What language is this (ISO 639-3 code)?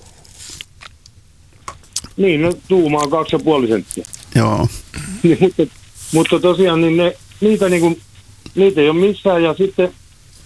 fin